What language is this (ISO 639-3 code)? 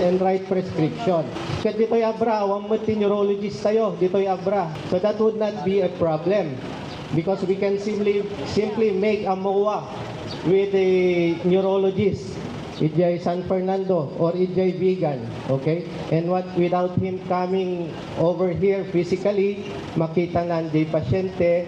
ilo